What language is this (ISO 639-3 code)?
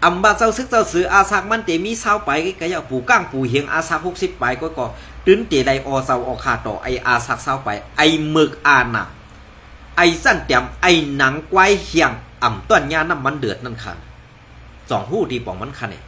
shn